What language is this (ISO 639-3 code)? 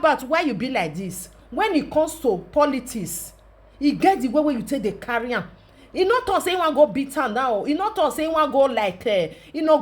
pcm